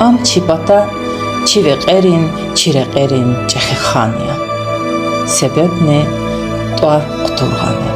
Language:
Lezghian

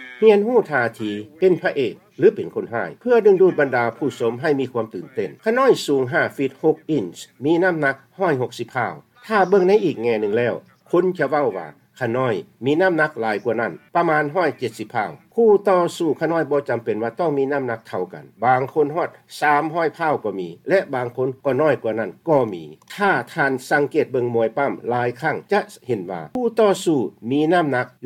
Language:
Lao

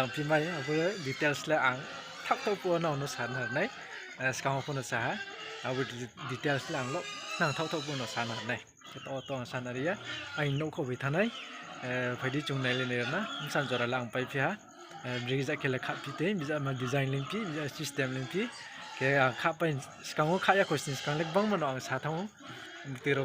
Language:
Riang (India)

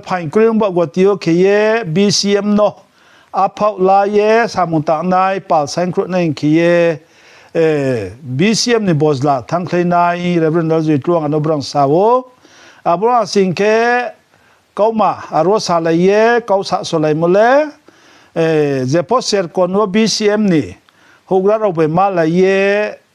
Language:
Riang (India)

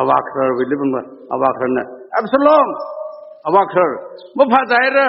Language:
Tangkhul Naga (India)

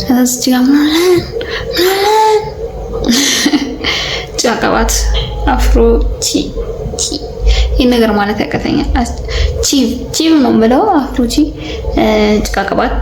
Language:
Amharic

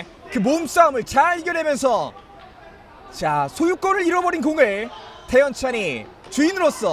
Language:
Korean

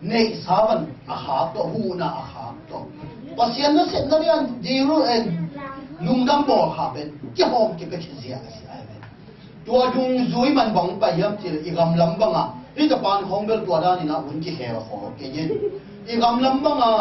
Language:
Tedim Chin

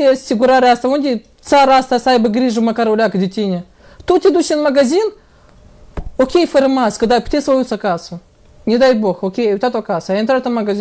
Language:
Romanian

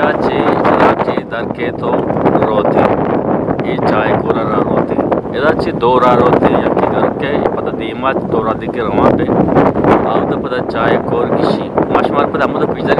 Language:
Eastern Balochi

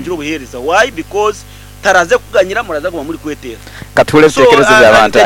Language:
Nyankole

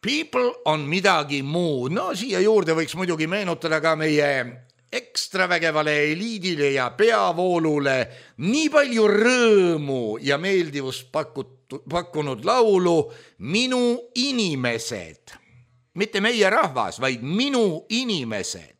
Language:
Estonian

